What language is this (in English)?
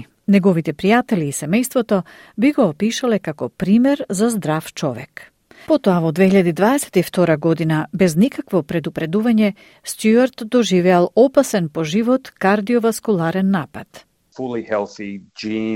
Macedonian